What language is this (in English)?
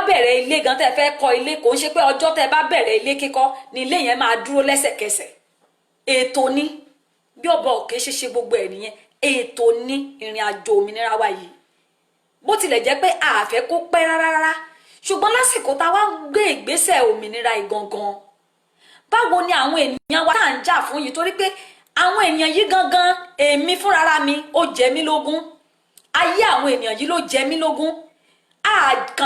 Yoruba